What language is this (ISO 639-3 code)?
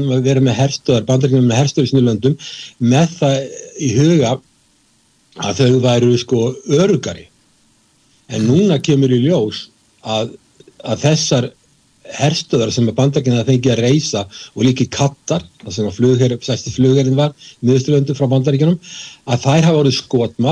isl